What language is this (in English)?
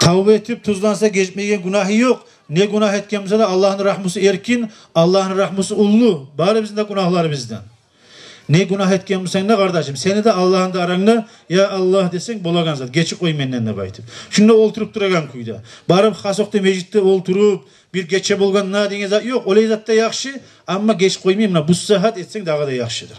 Kumyk